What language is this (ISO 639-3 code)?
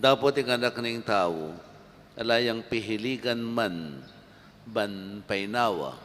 pam